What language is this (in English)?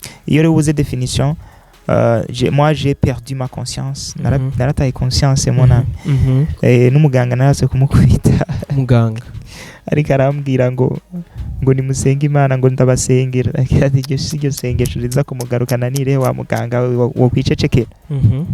Rundi